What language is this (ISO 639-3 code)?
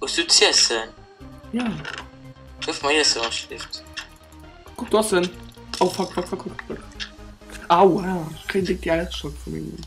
ltz